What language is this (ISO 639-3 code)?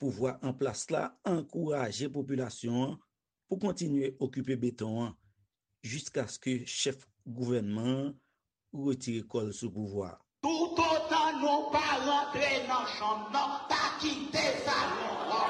hat